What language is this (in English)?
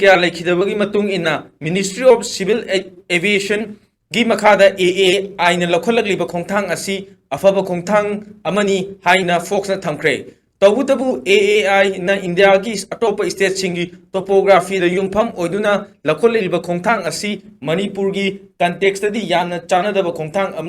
Manipuri